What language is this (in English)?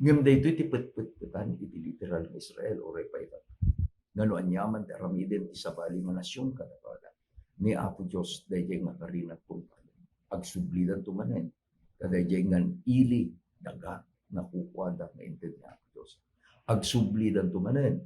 Iloko